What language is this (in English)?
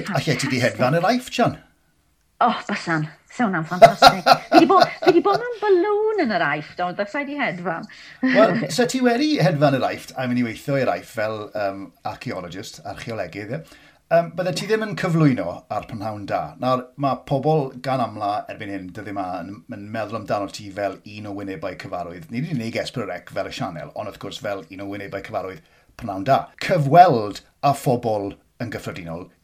Welsh